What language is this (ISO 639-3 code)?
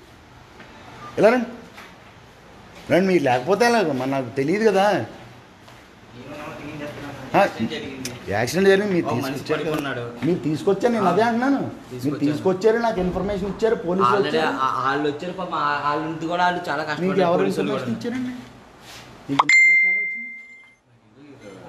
tel